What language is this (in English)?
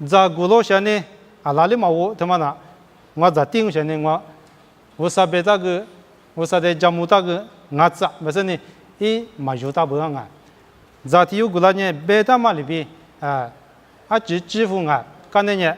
Lisu